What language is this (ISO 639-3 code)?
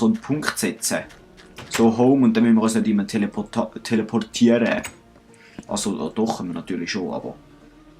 gsw